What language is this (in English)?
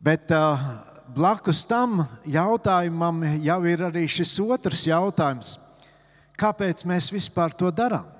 Latvian